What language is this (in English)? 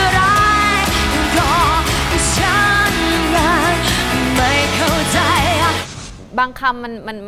Thai